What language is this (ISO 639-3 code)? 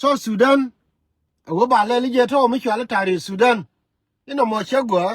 nus